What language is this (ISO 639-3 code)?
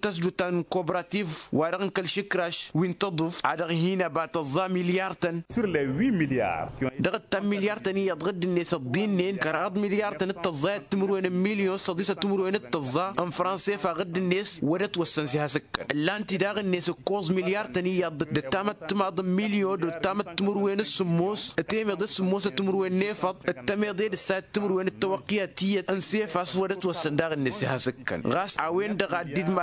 taq